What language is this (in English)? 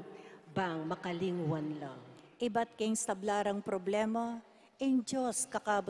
Pampanga